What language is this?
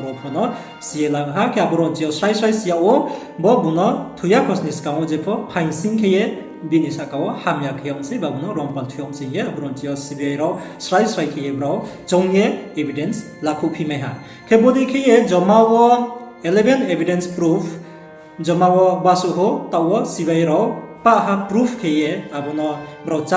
Riang (India)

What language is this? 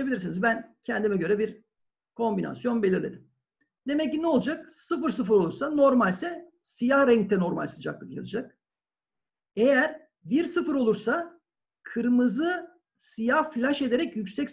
Turkish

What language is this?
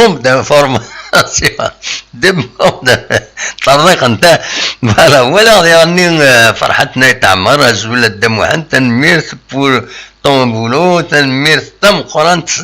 Kabyle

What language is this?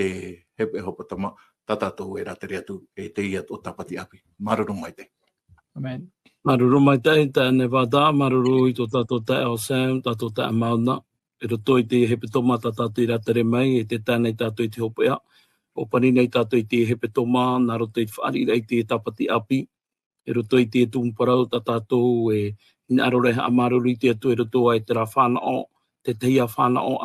Tahitian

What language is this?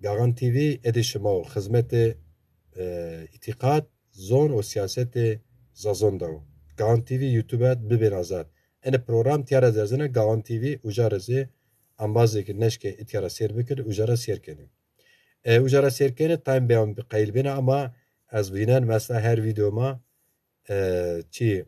Zaza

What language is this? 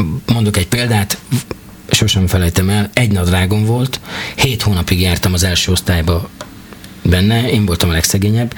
Hungarian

